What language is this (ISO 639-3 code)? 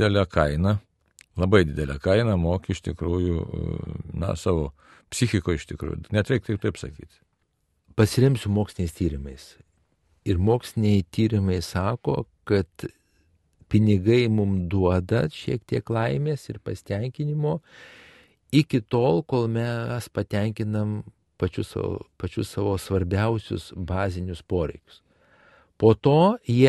lit